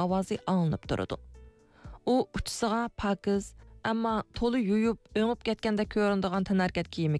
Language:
Uyghur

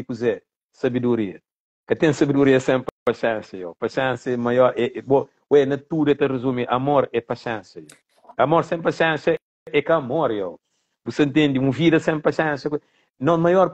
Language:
Kabuverdianu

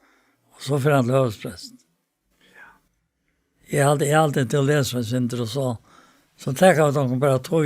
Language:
Faroese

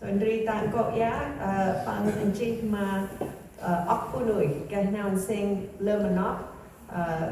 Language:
Central Mnong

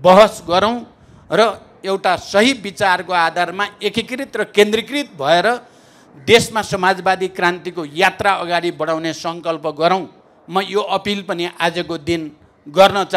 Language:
Nepali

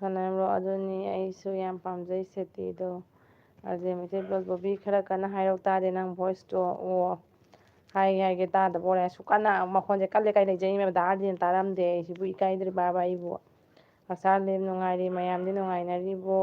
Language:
Manipuri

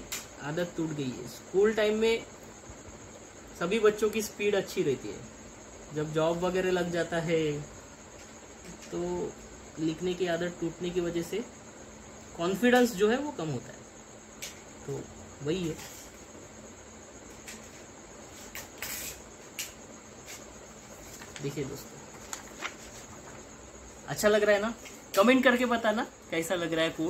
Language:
Hindi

